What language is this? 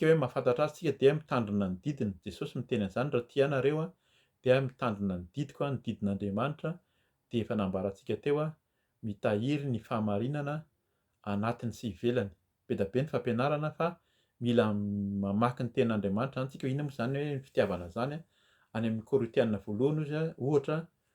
Malagasy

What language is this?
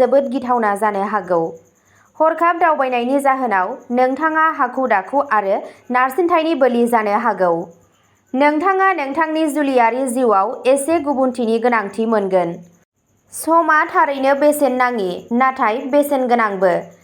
Bodo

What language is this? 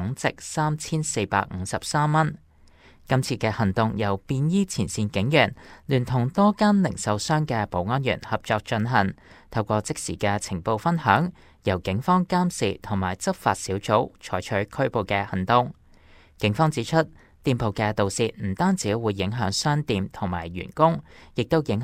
Cantonese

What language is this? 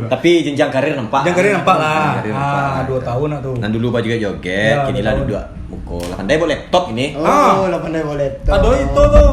Minangkabau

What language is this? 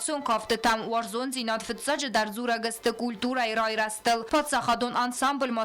Ossetic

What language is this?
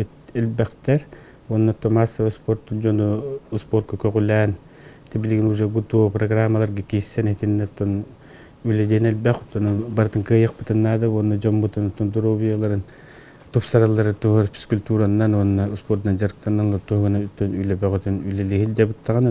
Yakut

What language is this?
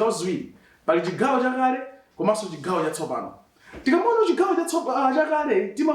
Nyanja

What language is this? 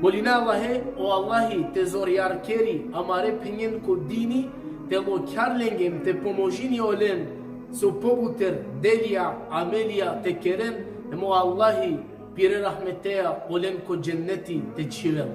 Balkan Romani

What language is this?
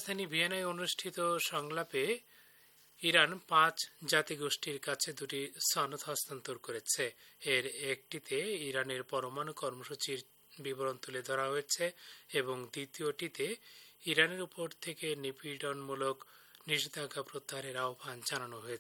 Bangla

